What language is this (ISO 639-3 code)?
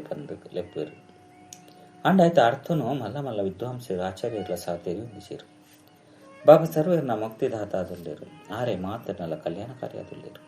tcy